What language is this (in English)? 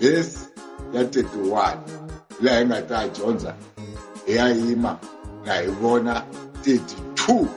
Tsonga